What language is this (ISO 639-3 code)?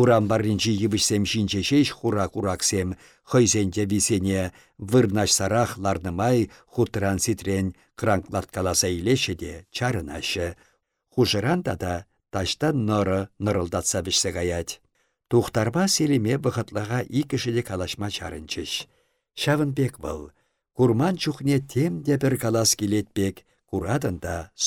chv